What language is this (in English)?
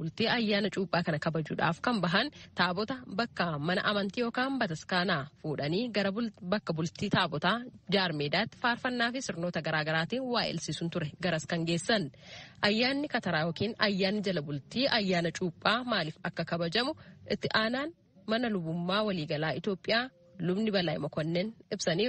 Oromo